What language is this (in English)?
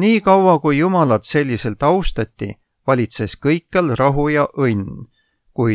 Estonian